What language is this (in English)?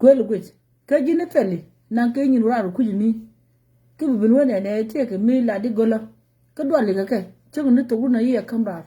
Nuer